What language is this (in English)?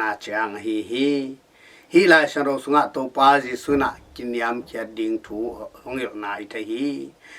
Tedim Chin